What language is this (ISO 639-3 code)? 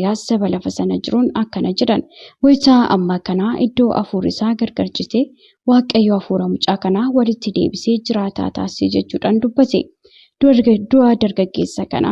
orm